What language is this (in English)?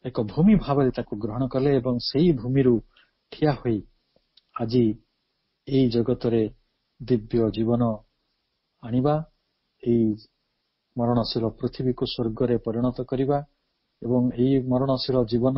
Odia